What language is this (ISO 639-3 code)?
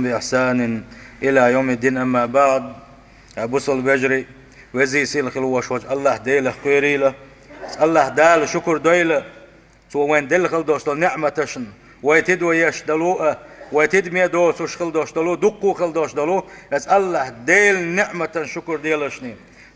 che